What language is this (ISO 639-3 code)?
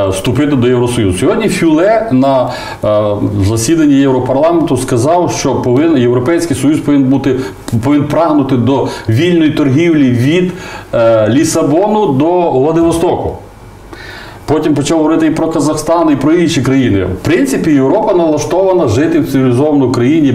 ukr